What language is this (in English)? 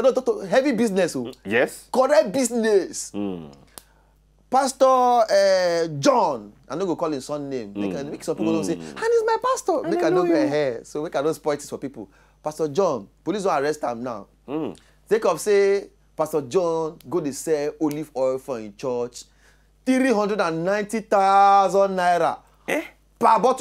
Nigerian Pidgin